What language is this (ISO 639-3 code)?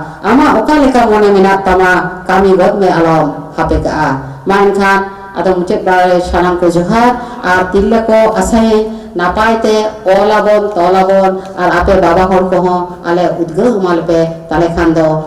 sat